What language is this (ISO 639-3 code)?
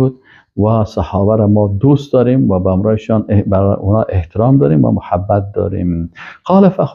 fas